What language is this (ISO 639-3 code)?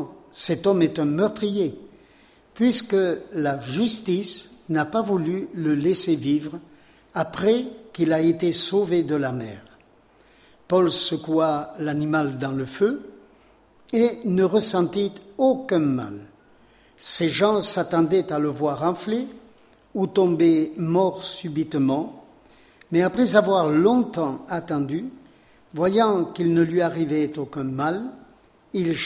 fra